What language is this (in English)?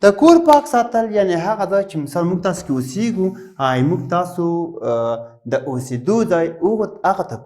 Pashto